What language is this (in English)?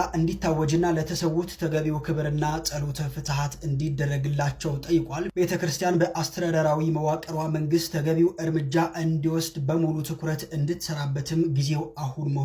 Amharic